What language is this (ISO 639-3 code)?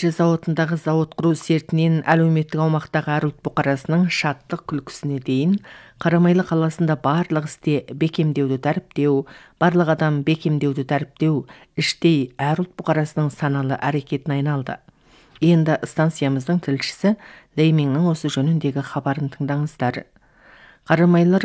kaz